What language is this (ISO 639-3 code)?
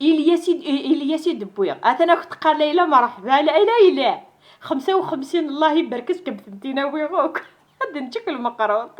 kab